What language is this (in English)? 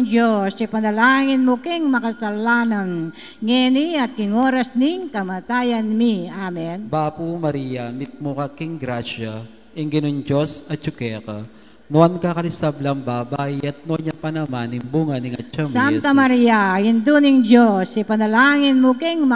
Pampanga